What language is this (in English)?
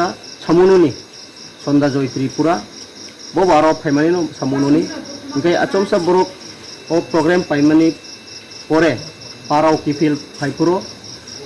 Riang (India)